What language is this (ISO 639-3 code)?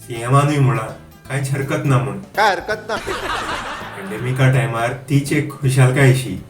kok